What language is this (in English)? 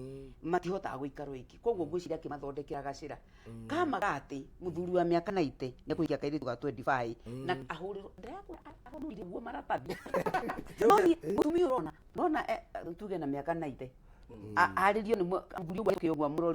Kikuyu